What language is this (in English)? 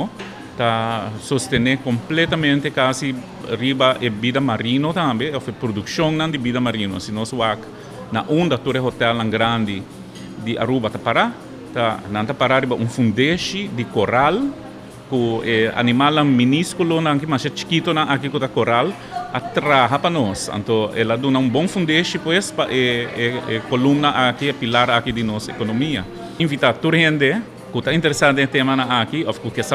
Papiamento